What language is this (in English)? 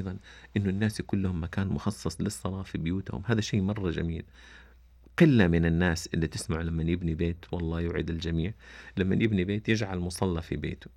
Najdi Arabic